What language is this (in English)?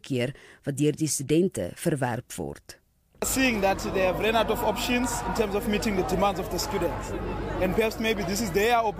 Afrikaans